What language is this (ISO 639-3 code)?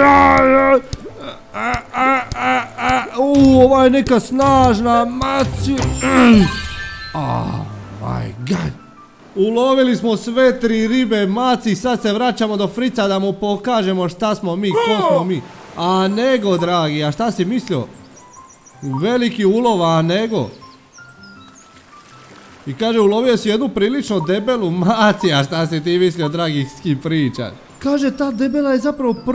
hrv